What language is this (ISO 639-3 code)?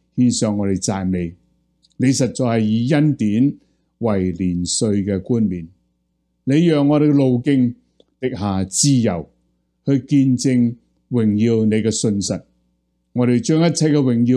yue